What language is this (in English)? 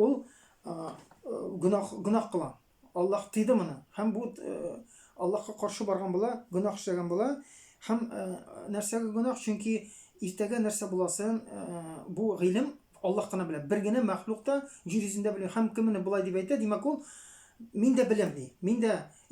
Tatar